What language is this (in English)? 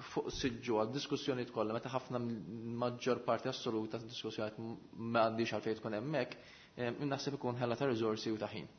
Maltese